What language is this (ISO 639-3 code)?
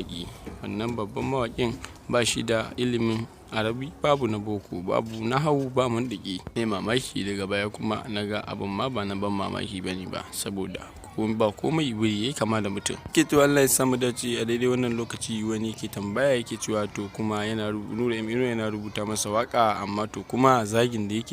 hau